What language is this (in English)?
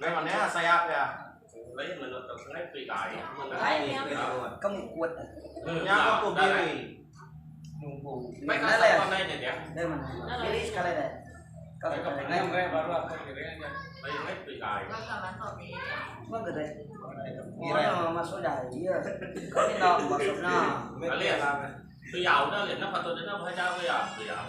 Iban